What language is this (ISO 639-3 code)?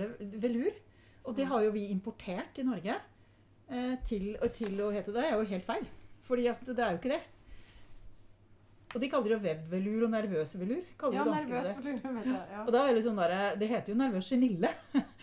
nor